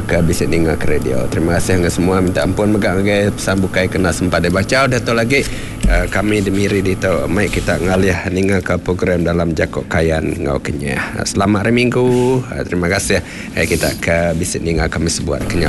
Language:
Iban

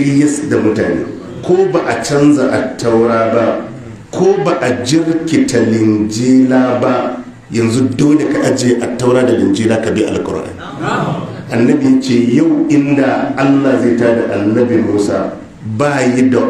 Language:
Hausa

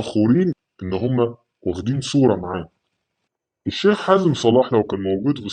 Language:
Egyptian Arabic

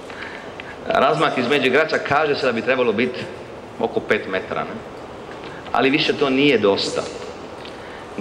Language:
Croatian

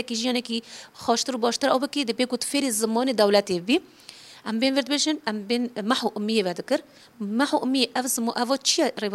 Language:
Kurdish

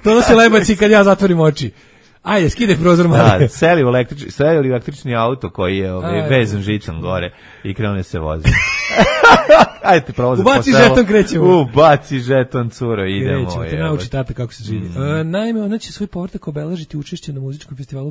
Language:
Serbian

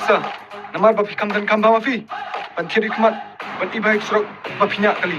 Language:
Khasi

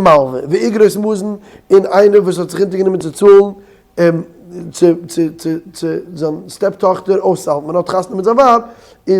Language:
Yiddish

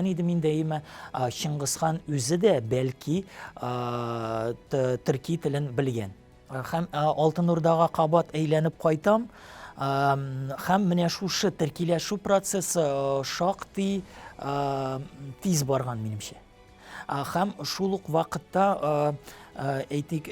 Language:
Tatar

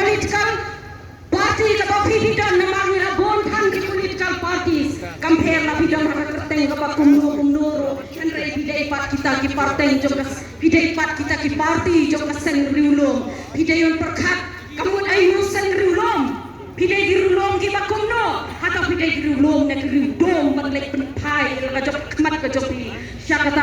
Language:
Khasi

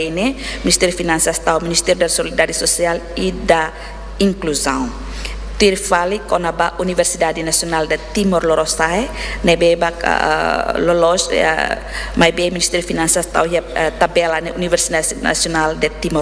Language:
Tetum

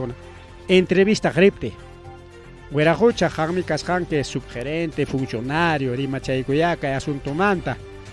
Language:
Ayacucho Quechua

